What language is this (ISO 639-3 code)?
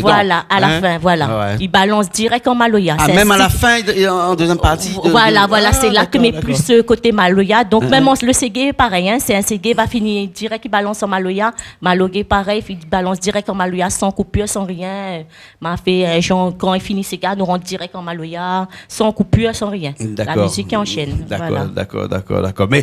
rcf